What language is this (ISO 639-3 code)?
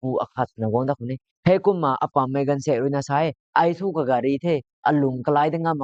nbu